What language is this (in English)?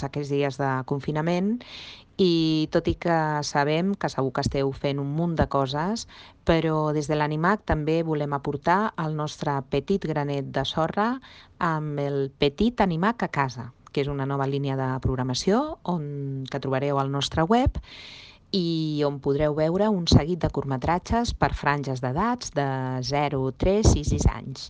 Catalan